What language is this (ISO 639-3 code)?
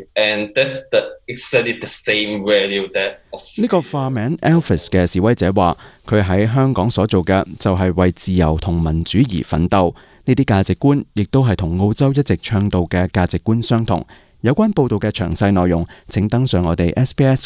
yue